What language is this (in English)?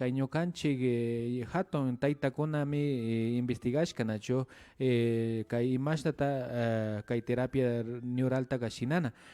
Imbabura Highland Quichua